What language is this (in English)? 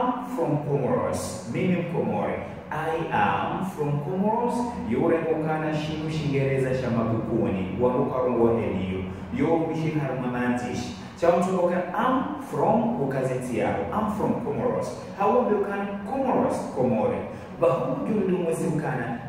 Ngazidja Comorian